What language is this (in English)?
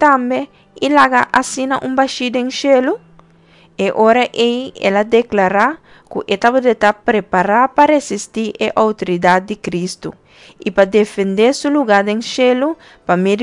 Papiamento